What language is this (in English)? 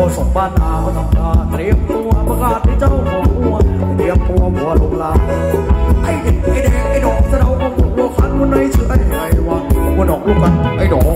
Thai